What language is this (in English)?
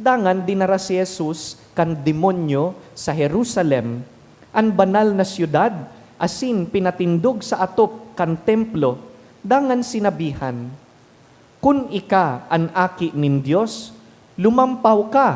Bikol